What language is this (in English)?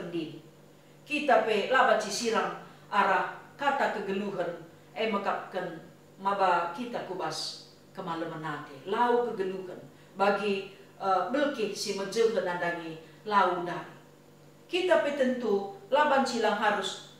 Batak Karo